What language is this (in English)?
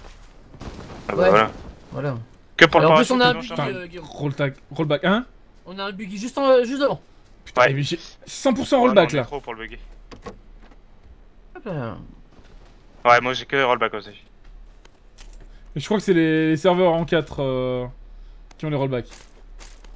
French